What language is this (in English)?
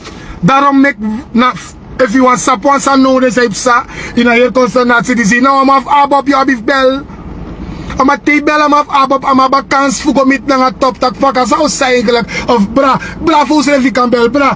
Sranan Tongo